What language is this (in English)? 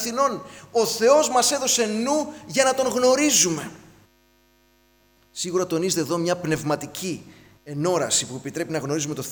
Greek